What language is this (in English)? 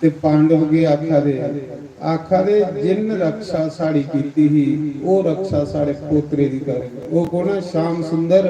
Dogri